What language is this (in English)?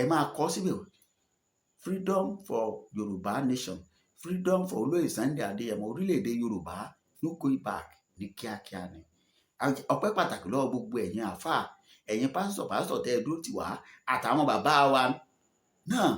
Yoruba